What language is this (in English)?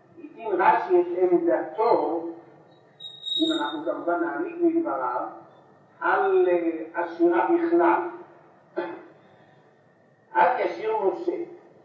Hebrew